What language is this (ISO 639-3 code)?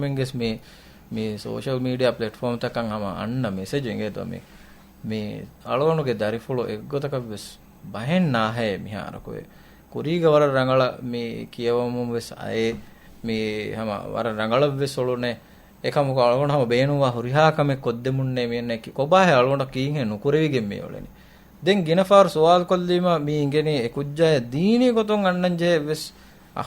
div